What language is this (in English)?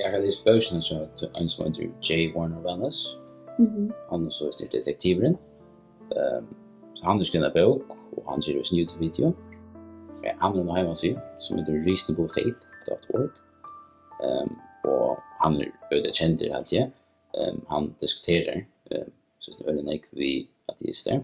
Faroese